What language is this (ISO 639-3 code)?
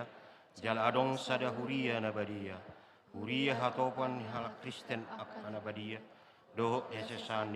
bbc